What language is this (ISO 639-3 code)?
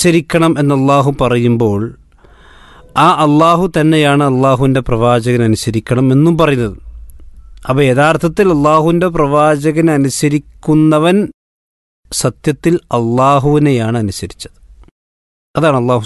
mal